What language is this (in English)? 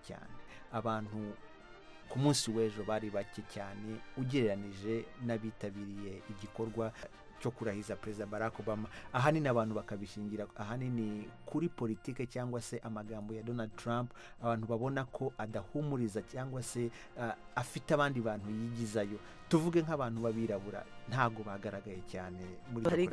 Kinyarwanda